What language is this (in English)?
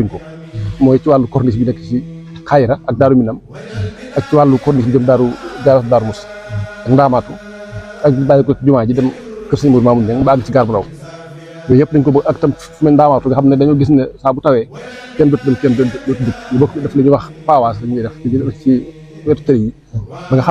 Wolof